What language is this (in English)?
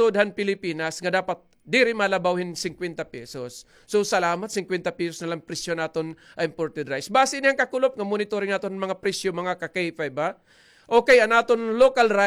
Waray